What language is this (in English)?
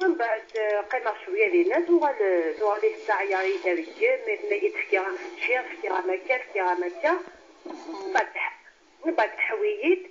Kabyle